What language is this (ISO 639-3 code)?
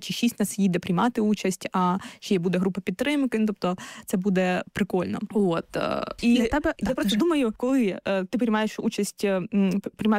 ukr